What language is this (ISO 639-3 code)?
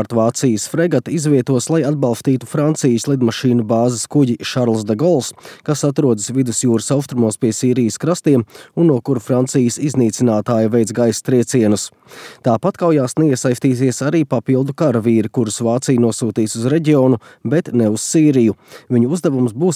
lav